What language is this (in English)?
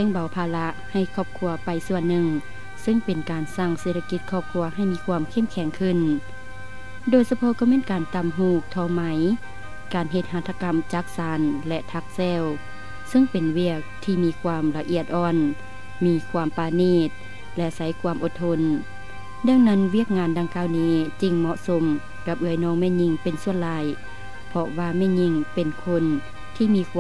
Lao